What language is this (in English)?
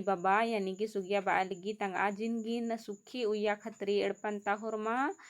Kurukh